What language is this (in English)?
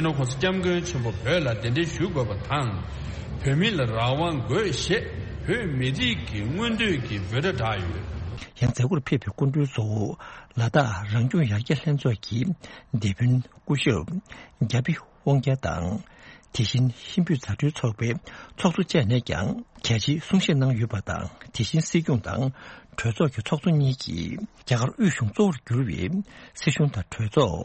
Tibetan